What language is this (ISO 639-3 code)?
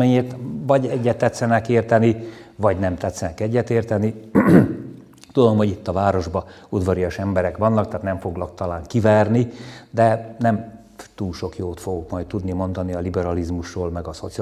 hun